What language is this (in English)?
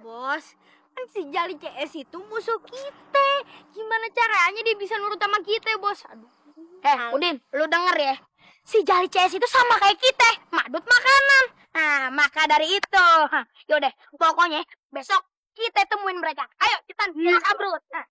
Betawi